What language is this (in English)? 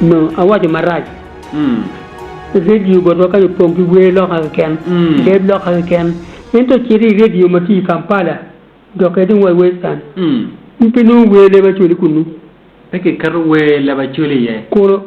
Acoli